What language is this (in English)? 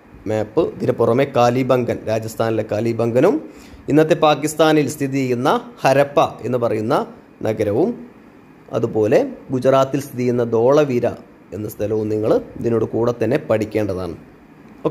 Malayalam